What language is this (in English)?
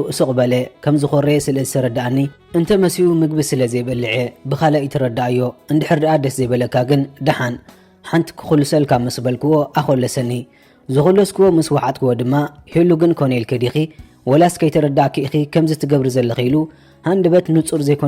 Tigrinya